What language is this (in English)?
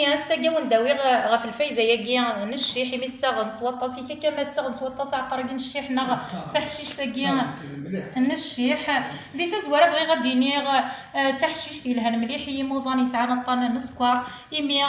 Kabyle